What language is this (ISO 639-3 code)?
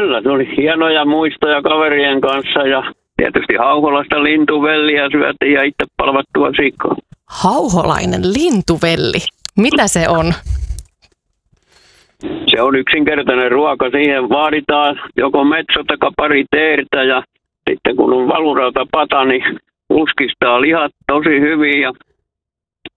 fin